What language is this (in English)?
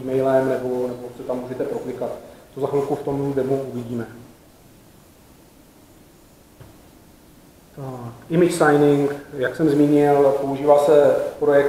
Czech